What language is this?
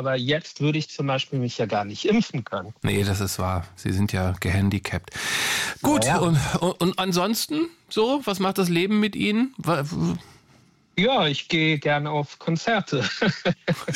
German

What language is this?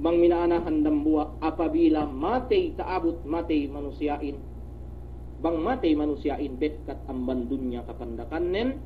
Yakan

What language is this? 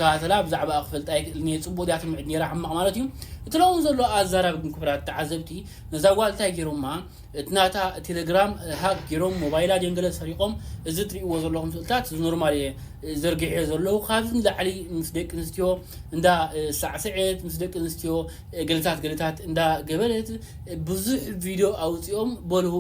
Tigrinya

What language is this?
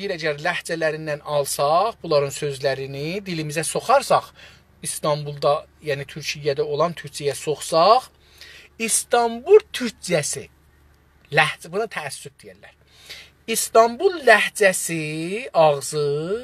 South Azerbaijani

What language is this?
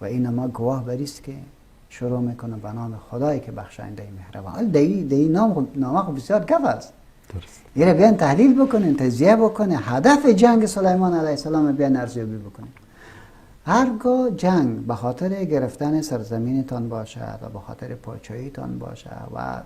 Persian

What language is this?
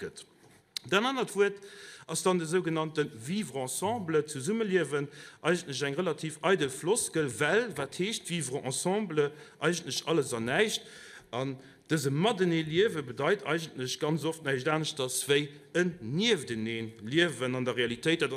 Luxembourgish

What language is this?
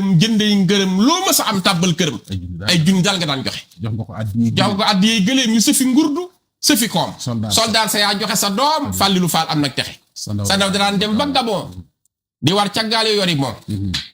Wolof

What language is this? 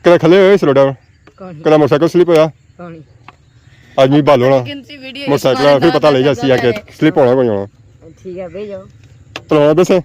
Pahari-Potwari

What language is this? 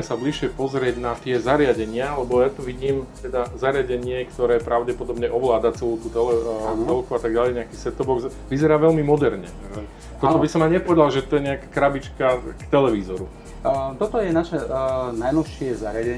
Slovak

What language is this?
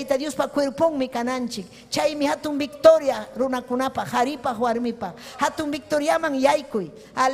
Ayacucho Quechua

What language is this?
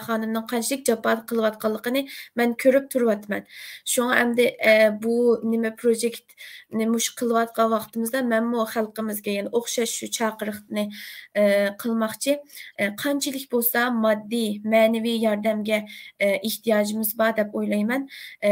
Uyghur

